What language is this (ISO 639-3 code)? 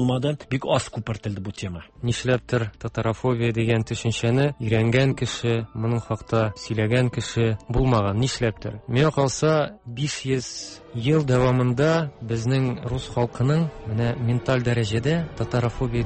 tat